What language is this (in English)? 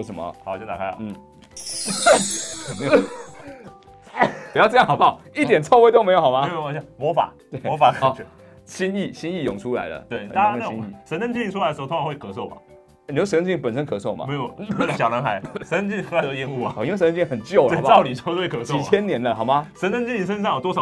Chinese